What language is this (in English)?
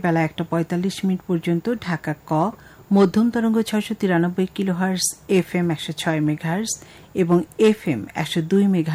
Bangla